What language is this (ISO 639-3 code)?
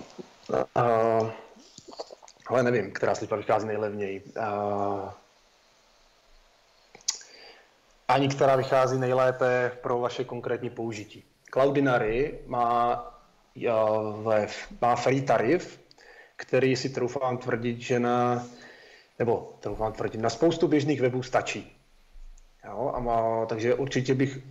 ces